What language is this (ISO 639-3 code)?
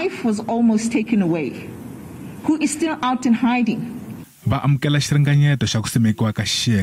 tso